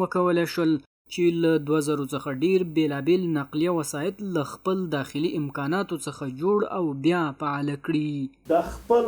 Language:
Pashto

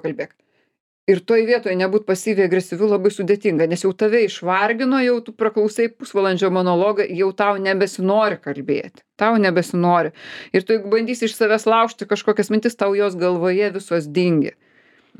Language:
Lithuanian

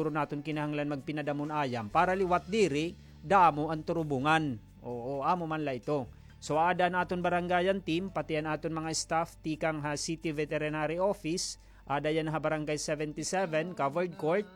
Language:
Waray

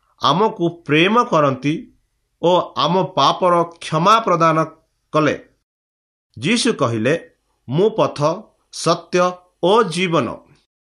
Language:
Odia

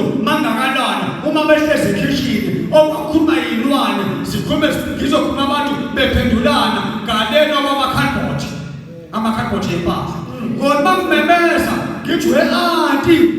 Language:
Zulu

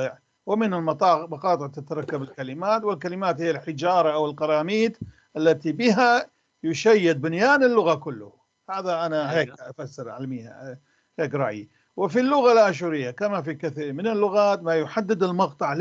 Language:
North Levantine Arabic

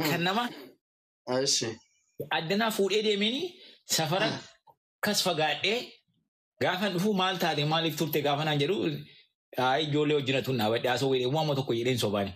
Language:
Oromo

